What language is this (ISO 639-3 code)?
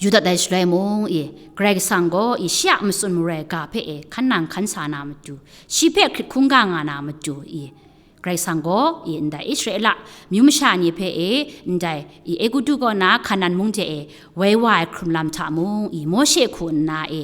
kac